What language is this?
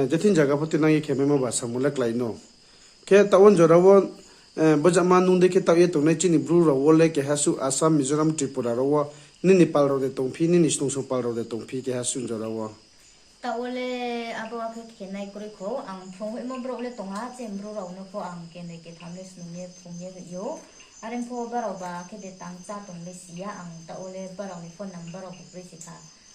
Riang (India)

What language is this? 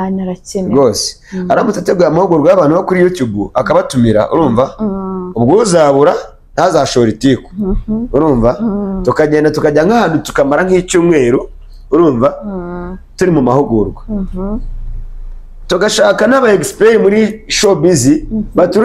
Kinyarwanda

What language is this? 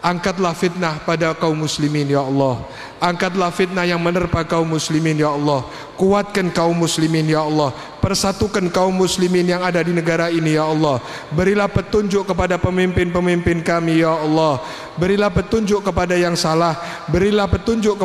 Indonesian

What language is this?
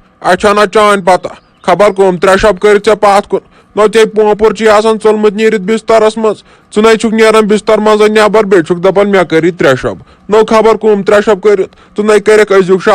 Kashmiri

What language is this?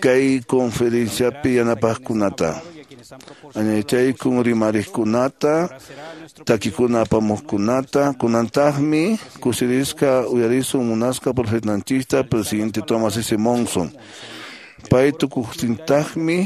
Quechua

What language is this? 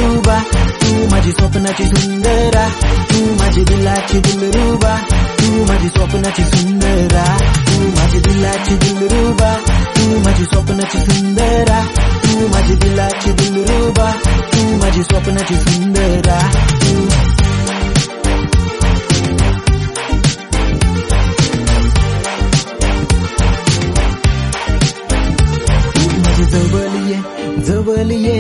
Marathi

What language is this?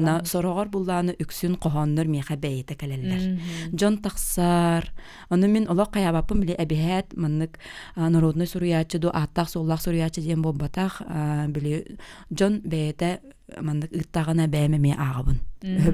Yakut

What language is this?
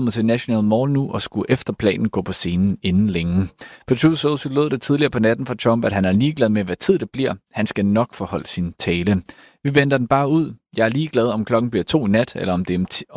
Danish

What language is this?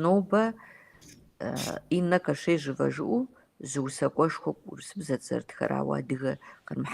Kabardian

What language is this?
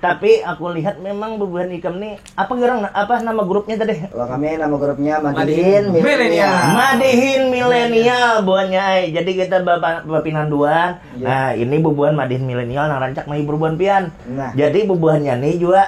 Banjar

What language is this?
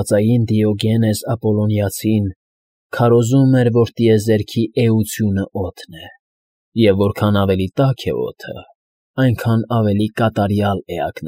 Armenian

